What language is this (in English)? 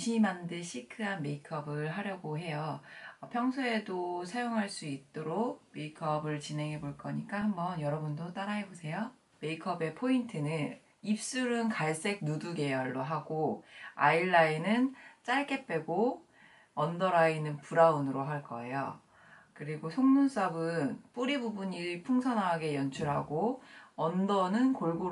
Korean